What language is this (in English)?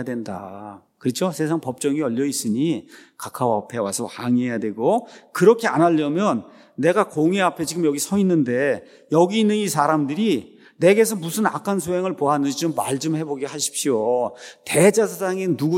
Korean